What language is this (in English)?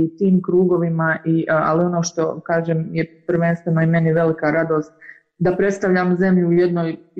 Croatian